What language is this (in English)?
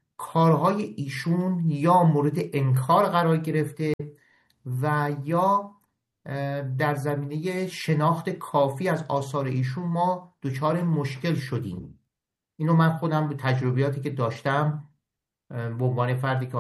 Persian